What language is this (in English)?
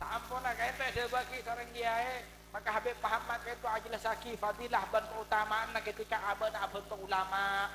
Madurese